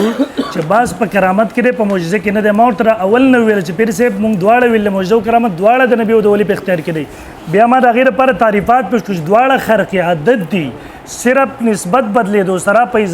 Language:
Pashto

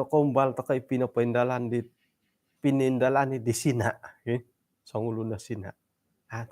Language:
Central Dusun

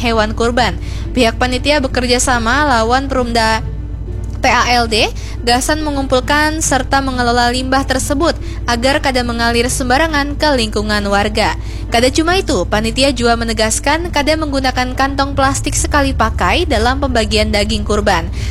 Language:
Banjar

